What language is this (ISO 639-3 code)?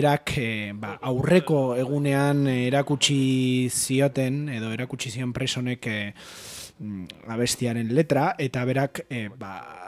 eus